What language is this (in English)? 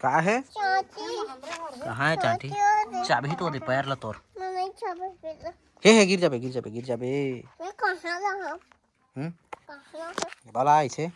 Chhattisgarhi